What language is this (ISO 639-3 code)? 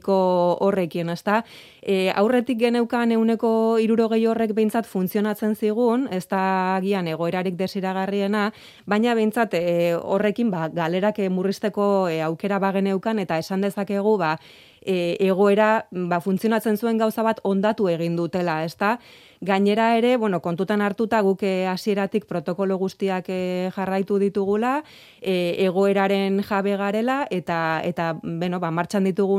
eus